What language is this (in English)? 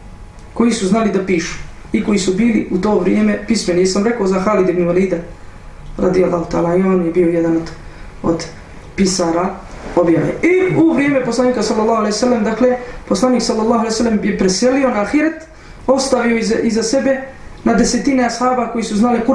Bosnian